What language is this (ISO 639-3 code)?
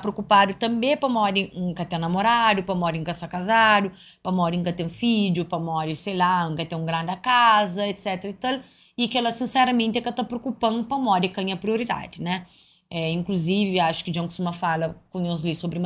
kea